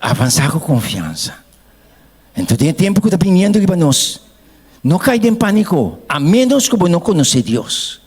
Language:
Papiamento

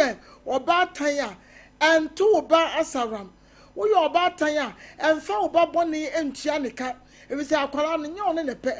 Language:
Akan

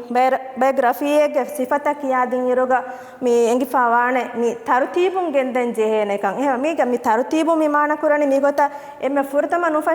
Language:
Divehi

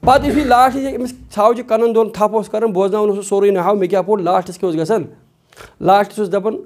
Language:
Kashmiri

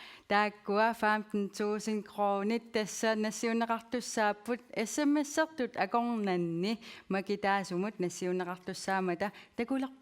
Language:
Kalaallisut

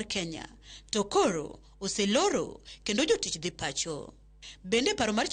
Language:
Luo (Kenya and Tanzania)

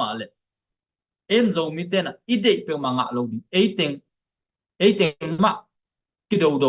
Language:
Tedim Chin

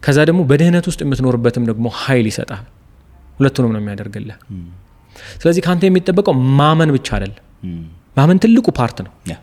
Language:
Amharic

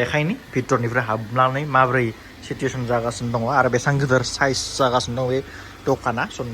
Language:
Bodo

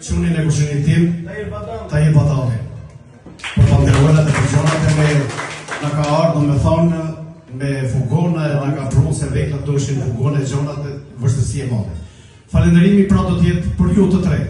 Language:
Albanian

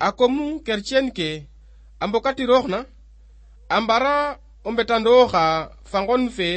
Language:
Serer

